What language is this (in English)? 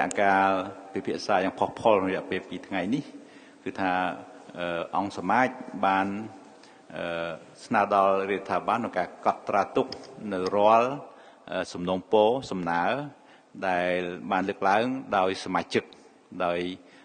Khmer